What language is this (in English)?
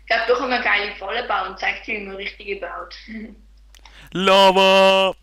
Swiss German